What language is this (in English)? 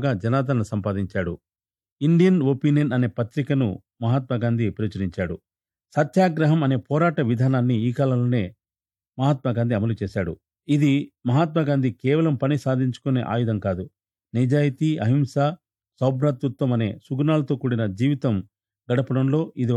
Telugu